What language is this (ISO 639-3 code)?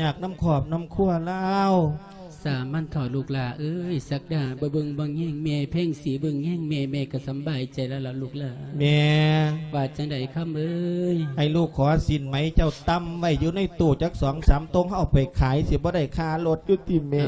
lao